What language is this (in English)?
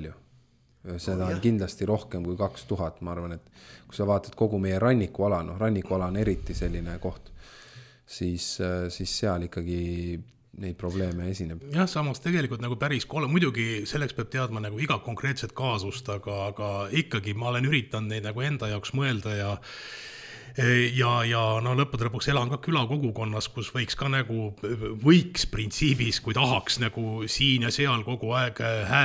Estonian